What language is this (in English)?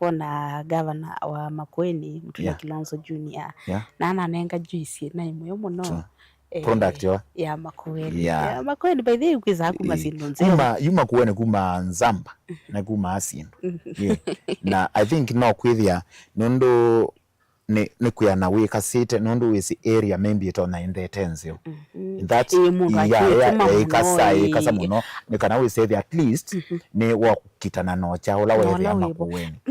Kamba